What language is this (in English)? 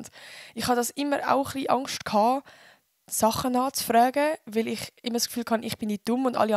Swiss German